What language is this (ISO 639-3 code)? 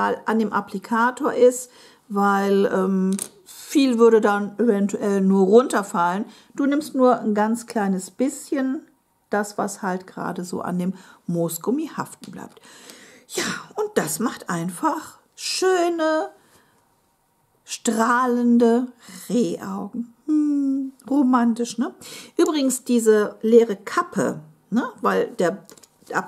deu